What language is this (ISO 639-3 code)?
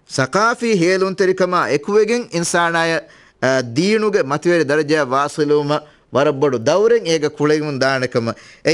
div